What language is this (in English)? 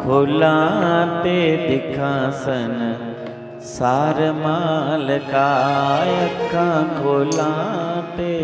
Dogri